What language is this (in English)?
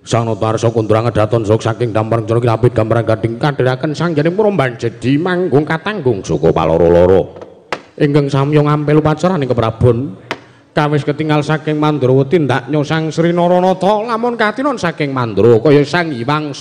Javanese